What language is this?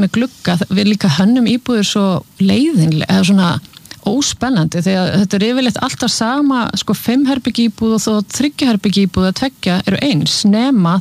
Icelandic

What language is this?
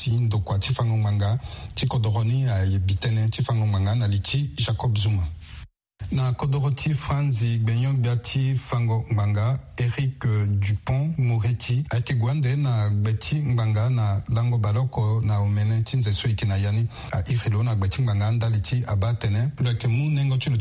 Sango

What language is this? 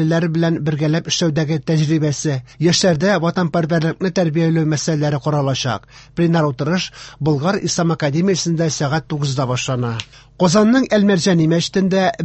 Tatar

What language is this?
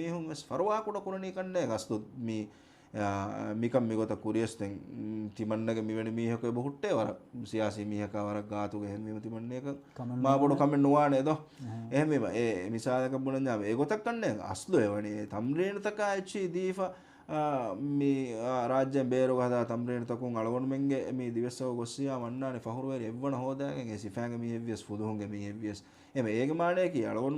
Divehi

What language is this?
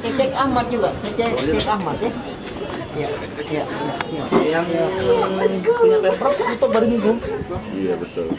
Manado Malay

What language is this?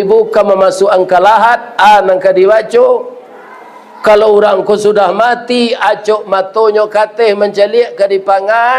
Minangkabau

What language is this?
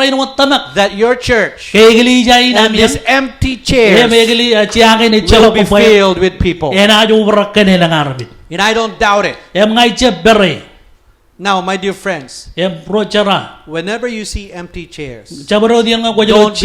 Marshallese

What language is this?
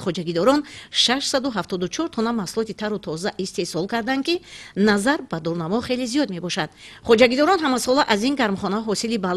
Tajik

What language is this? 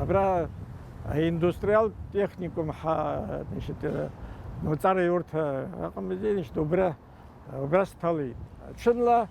Abkhazian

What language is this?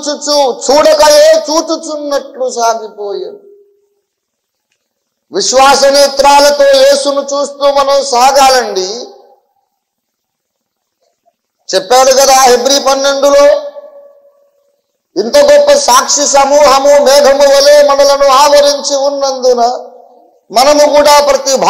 Telugu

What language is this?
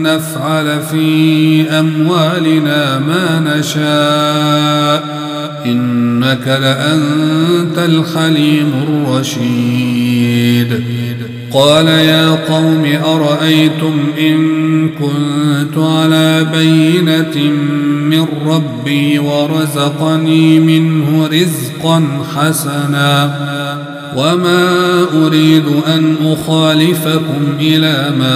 Arabic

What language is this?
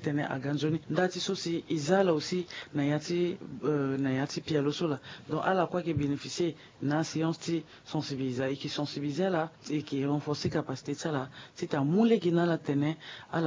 Sango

